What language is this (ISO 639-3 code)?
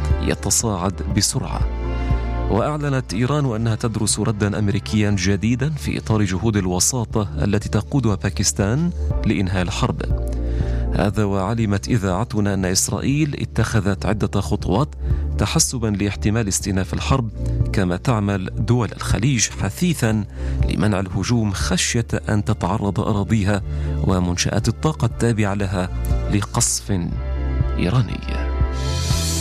ara